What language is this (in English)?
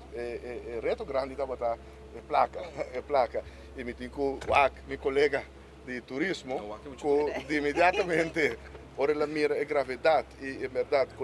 Papiamento